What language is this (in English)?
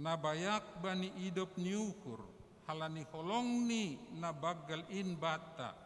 Batak Simalungun